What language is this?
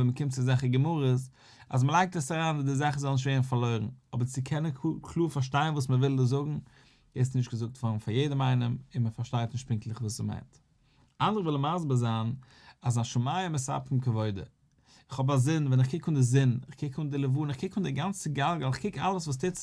Yiddish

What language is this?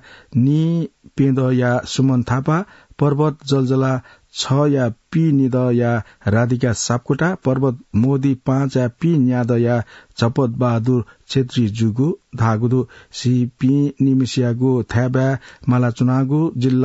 Newari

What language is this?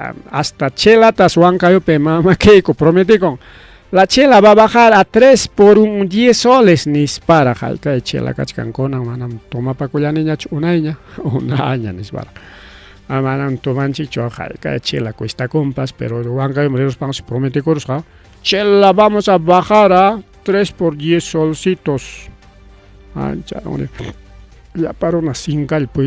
Ayacucho Quechua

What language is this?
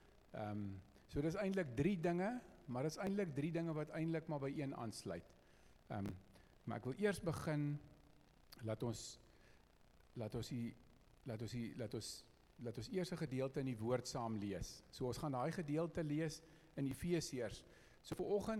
Afrikaans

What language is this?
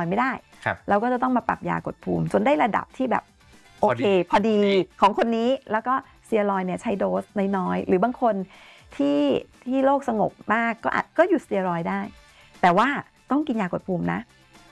Thai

